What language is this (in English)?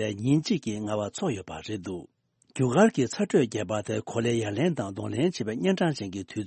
Tibetan